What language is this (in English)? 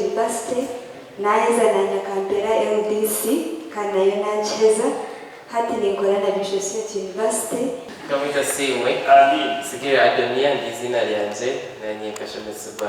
Nyankole